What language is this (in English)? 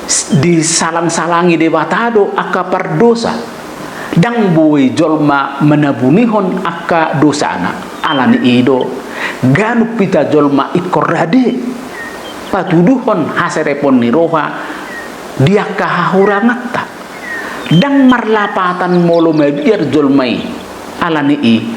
Batak Toba